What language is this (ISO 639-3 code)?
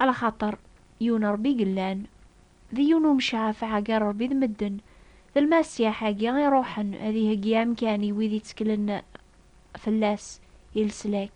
kab